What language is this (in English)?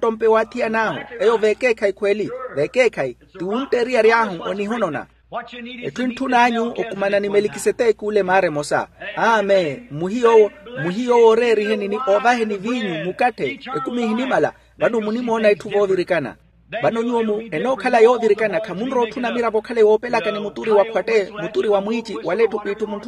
Makhuwa